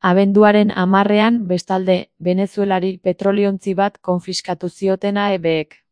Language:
Basque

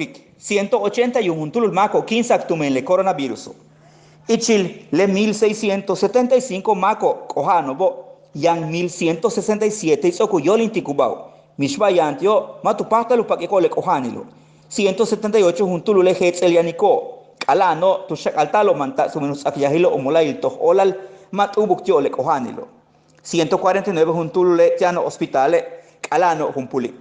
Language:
Yucateco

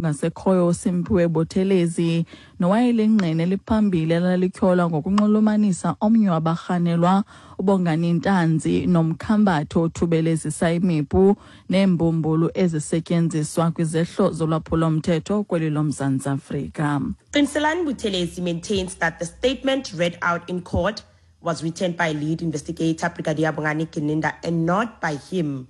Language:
Xhosa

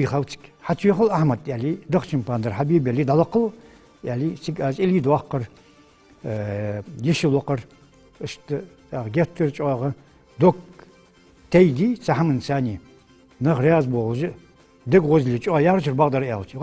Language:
Ingush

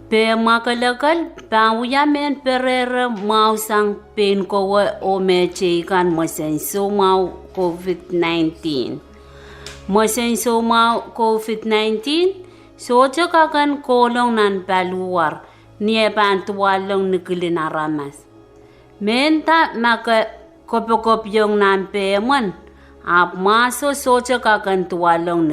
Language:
Pohnpeian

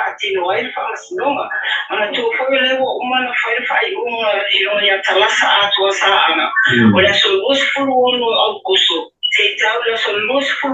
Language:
Samoan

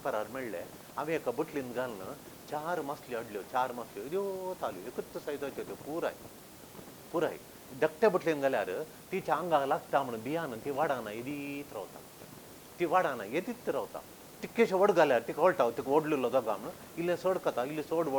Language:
Konkani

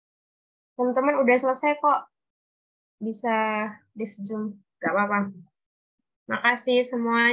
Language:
Indonesian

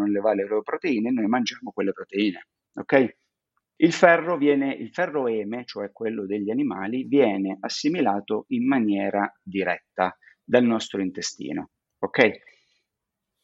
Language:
Italian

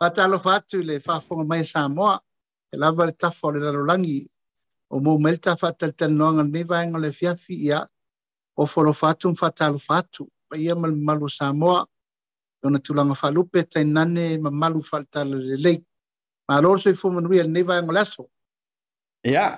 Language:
Samoan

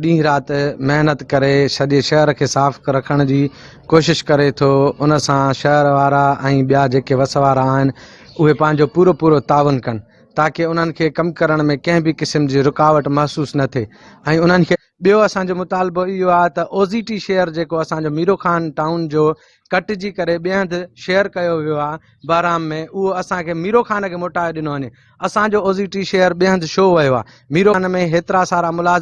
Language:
Sindhi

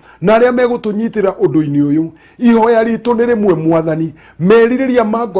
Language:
Kikuyu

